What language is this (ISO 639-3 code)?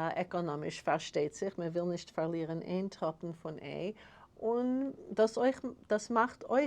yid